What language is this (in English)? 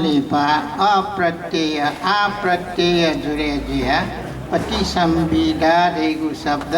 Newari